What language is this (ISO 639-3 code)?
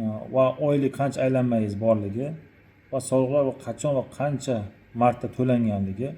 uzb